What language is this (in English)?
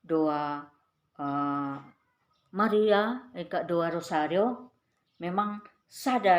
Batak Karo